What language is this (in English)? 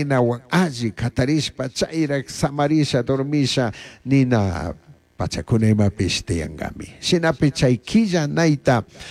Chimborazo Highland Quichua